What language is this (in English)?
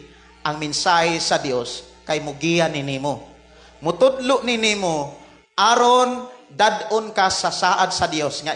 Cebuano